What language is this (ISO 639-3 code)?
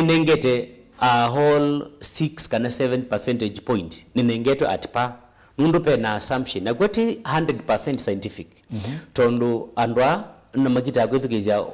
kam